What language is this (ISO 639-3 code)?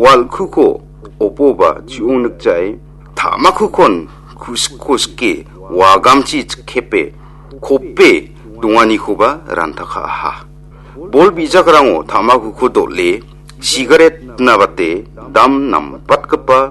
grt